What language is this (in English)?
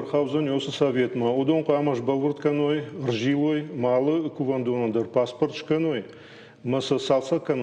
Ossetic